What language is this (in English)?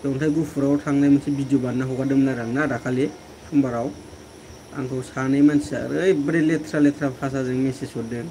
Bodo